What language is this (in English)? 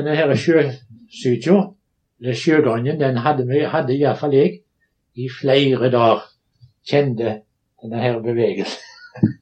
Norwegian